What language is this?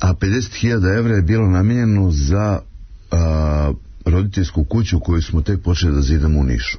Serbian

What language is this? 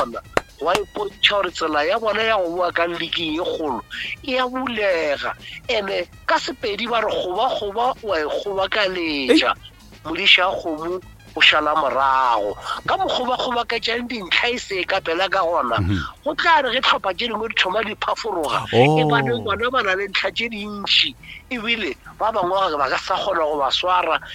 Northern Sotho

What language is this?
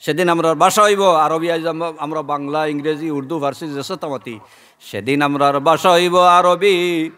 Sylheti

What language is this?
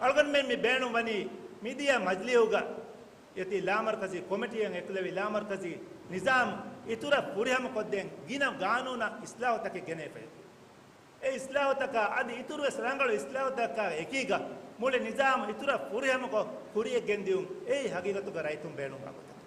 Divehi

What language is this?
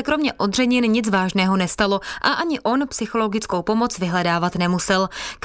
Czech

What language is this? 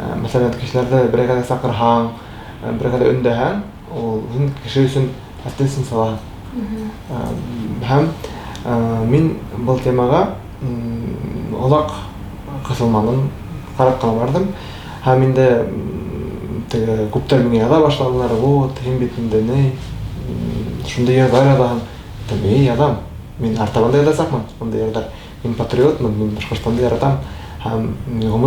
Bashkir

